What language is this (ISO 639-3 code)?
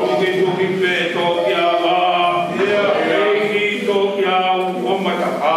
ton